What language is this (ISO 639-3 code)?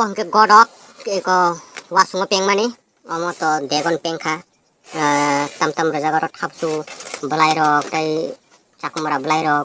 trp